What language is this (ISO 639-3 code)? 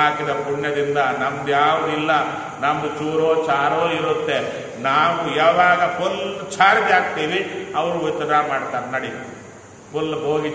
kan